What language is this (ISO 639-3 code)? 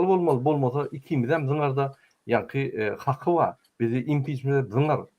tuk